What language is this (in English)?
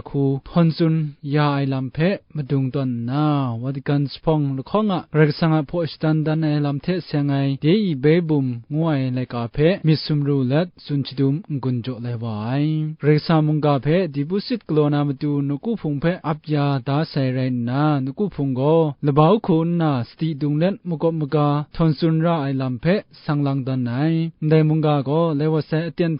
Kachin